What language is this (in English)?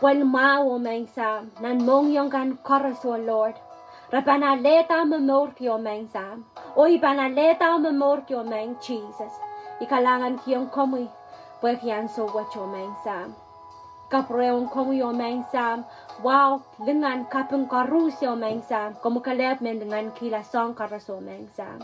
Pohnpeian